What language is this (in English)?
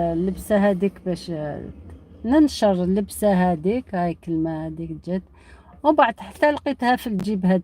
Algerian Arabic